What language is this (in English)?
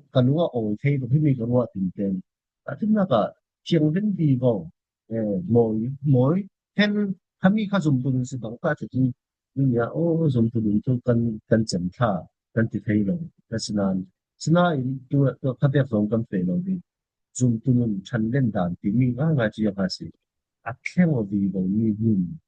Falam Chin